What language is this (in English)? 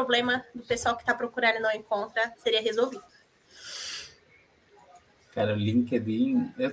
Portuguese